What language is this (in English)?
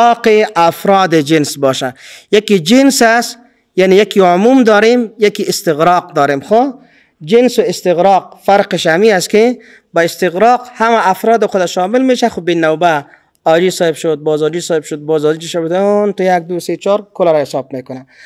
Persian